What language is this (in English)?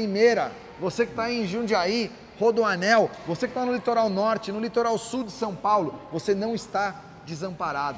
Portuguese